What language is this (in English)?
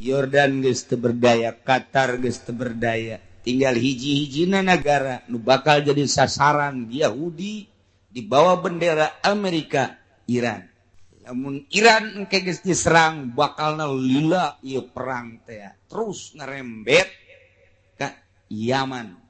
Sundanese